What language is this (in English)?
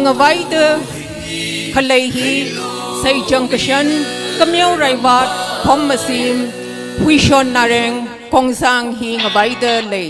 Tangkhul Naga (India)